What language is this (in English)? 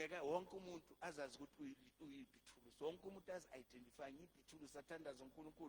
Zulu